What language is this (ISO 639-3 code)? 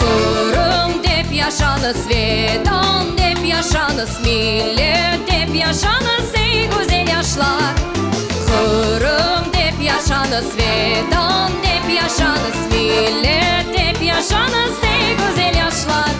crh